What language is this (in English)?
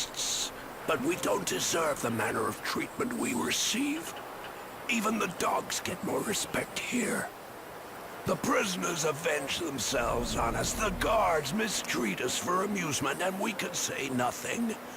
Bavarian